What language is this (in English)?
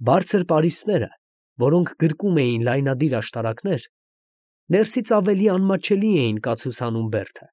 Armenian